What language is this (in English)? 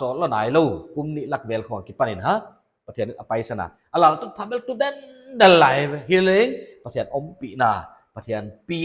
Paite Chin